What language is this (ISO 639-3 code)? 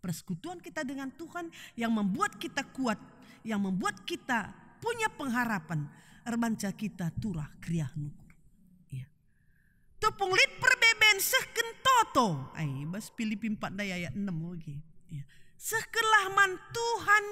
btx